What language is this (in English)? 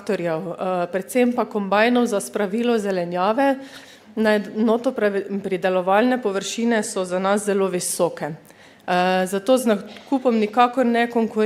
Slovenian